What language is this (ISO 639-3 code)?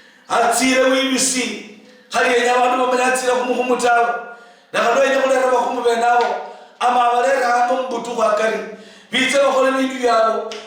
luy